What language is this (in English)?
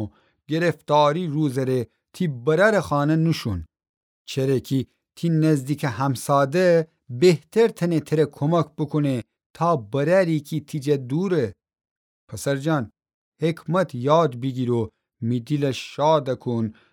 Gilaki